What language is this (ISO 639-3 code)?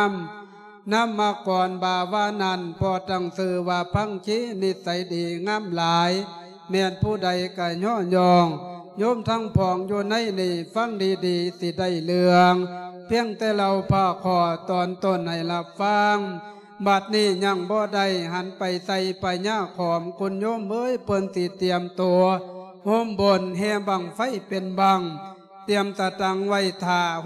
lao